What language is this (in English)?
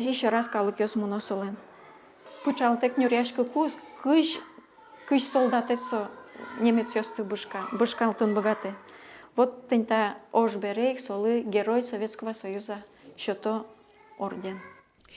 Udmurt